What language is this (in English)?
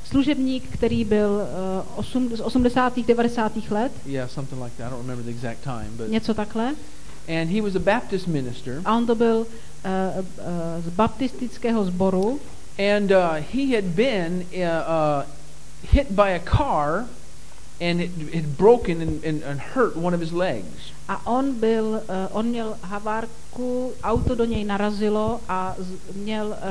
Czech